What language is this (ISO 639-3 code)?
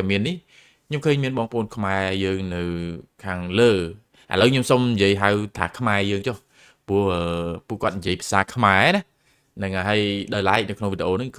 khm